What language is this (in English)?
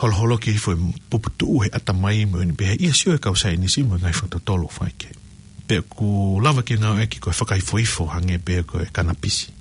Tongan